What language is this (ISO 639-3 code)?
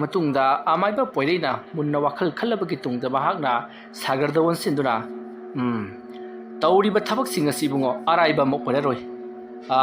mni